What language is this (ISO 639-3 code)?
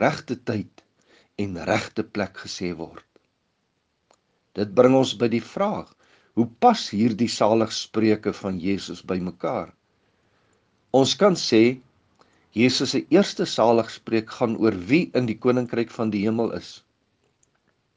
afr